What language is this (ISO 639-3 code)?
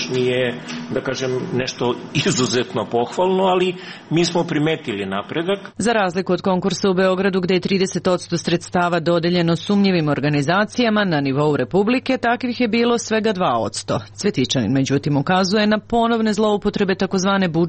srp